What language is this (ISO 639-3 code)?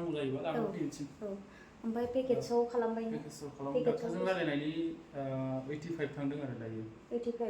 brx